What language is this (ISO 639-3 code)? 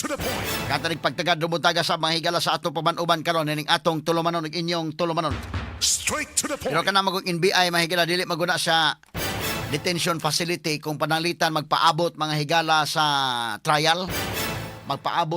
ceb